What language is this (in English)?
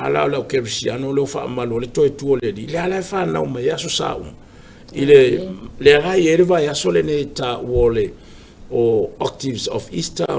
Samoan